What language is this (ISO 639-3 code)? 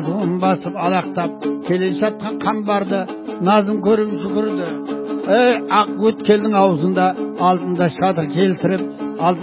kaz